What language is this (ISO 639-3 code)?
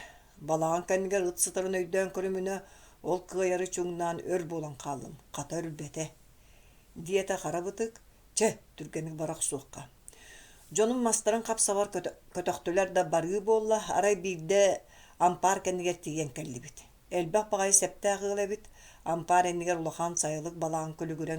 sah